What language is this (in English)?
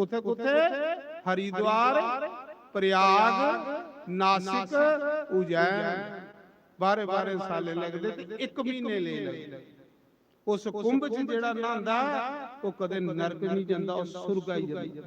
Dogri